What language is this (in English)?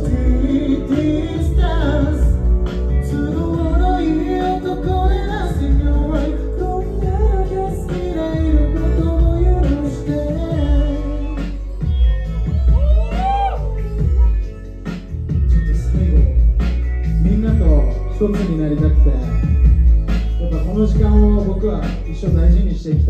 Japanese